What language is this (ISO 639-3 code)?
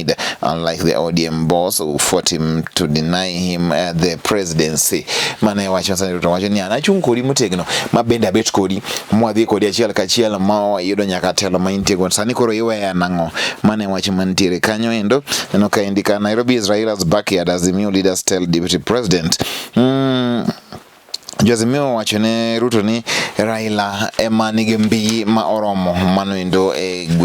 luo